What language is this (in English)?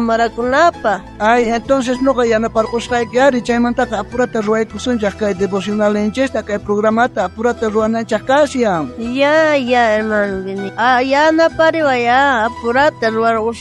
South Bolivian Quechua